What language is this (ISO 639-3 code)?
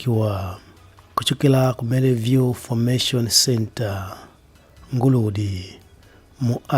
nya